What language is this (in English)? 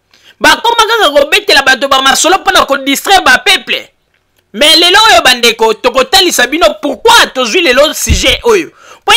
Lingala